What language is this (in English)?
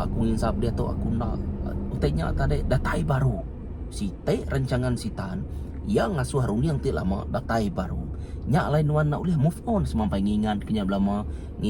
Iban